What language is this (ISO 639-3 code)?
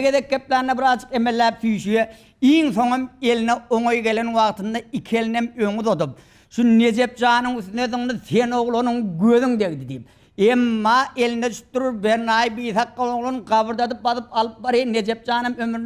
tuk